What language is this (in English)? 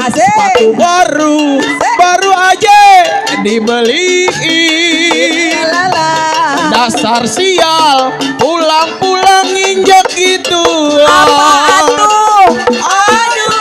Betawi